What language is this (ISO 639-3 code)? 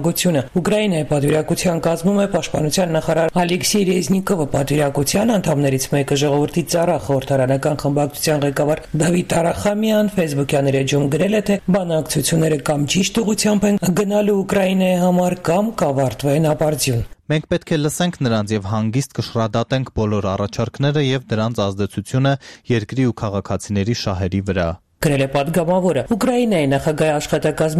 hye